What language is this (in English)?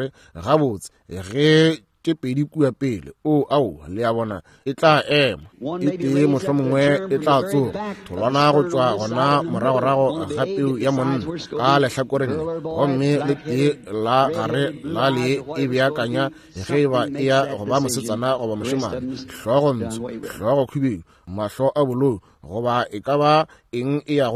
Northern Sotho